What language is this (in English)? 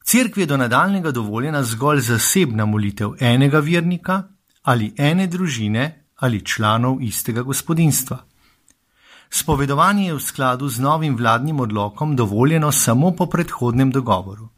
Slovenian